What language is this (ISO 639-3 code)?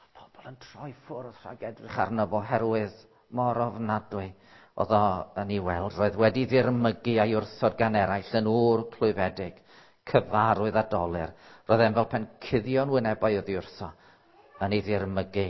cym